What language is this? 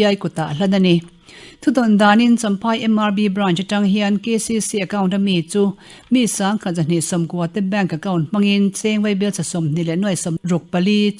Mizo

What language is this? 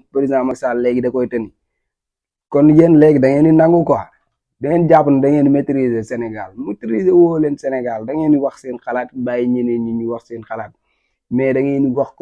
Wolof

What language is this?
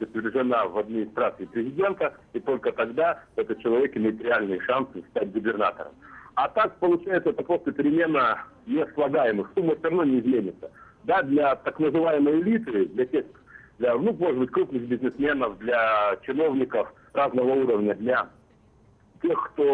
Russian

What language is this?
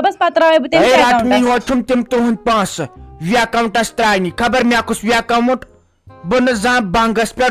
Kashmiri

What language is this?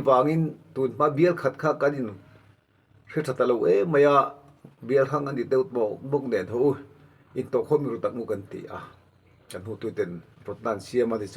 Mizo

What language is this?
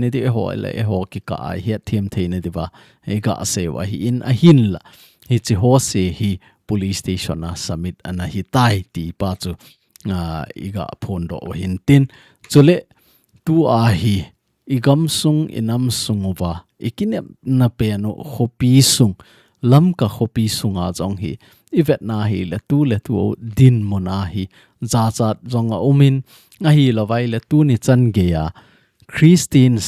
Thado Chin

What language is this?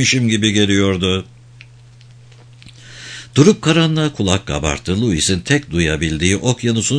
Turkish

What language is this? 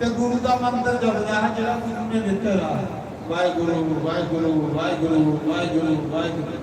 Dogri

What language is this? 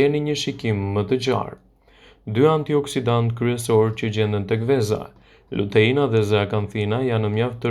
Albanian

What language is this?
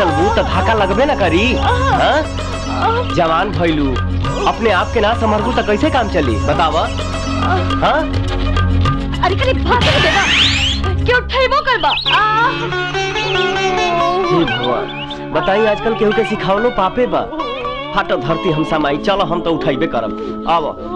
Bhojpuri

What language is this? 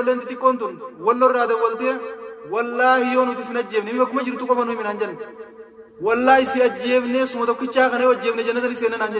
Oromo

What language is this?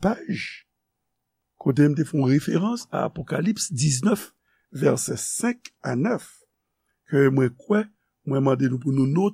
Haitian Creole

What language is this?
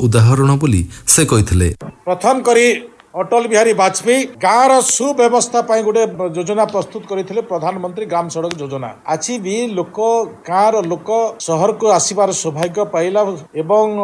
Odia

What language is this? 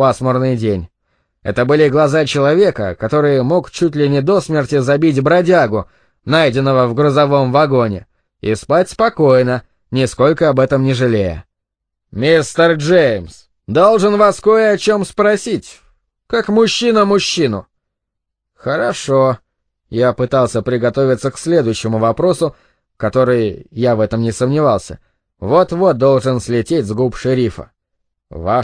Russian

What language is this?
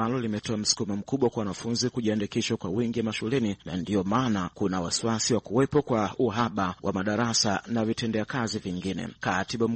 Swahili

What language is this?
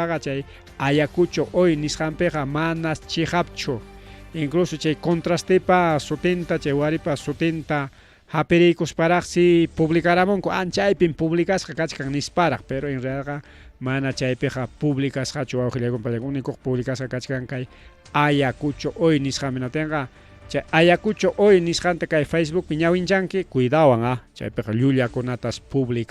Ayacucho Quechua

